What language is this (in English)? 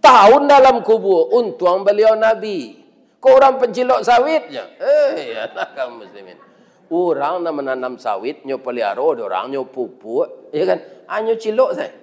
Minangkabau